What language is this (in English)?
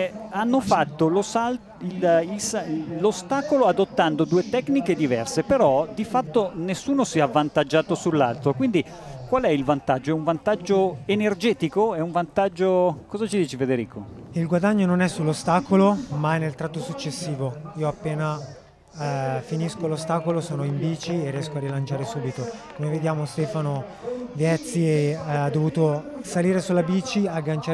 Italian